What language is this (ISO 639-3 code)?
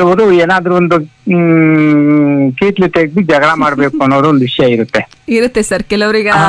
kan